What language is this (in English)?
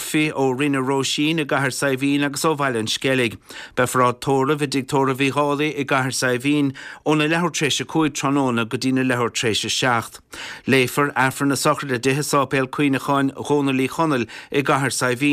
Irish